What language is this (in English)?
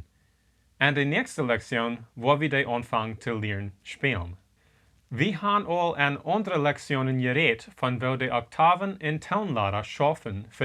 Plautdietsch